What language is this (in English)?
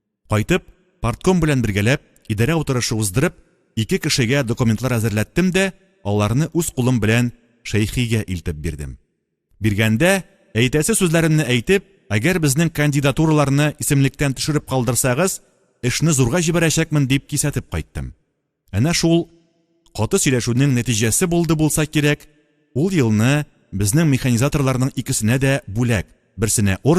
Tatar